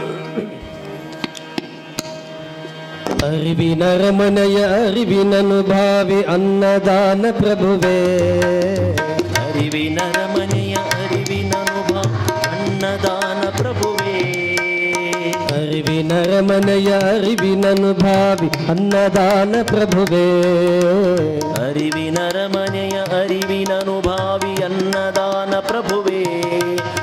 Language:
Kannada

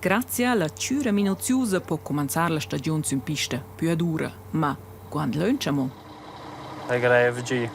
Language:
Romansh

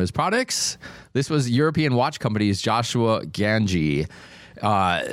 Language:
English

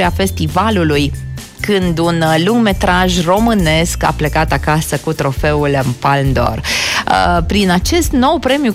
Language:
Romanian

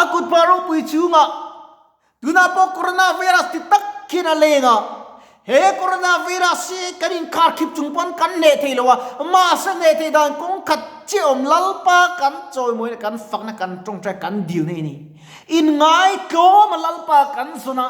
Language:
Mizo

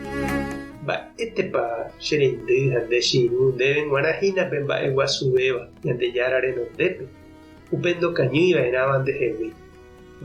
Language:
Guarani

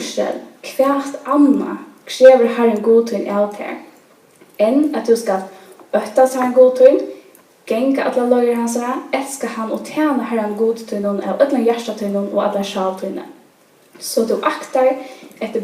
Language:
Faroese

